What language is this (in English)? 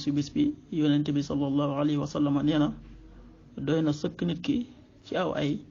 Wolof